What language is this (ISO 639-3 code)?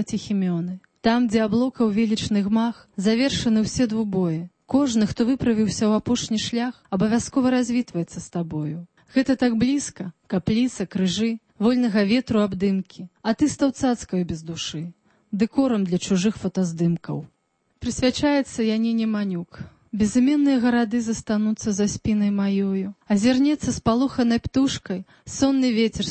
bel